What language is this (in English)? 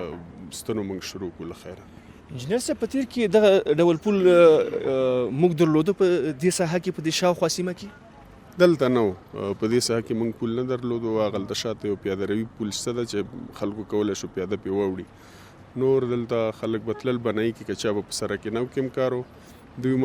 Pashto